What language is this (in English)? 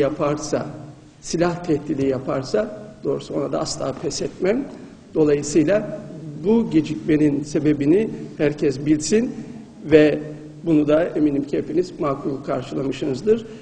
Turkish